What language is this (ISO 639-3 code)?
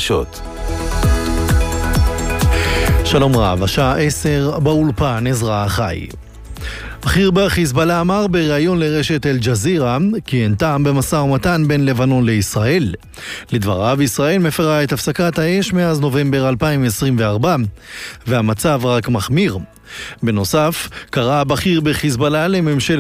heb